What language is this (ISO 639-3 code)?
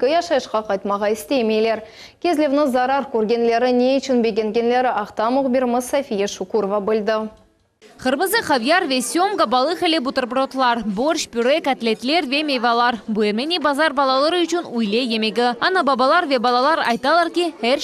crh